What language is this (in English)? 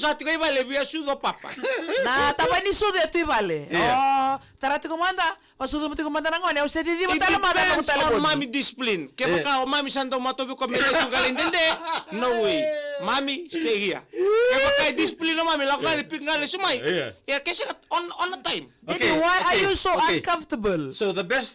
Fijian